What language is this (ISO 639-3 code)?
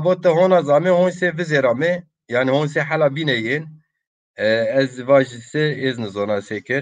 zza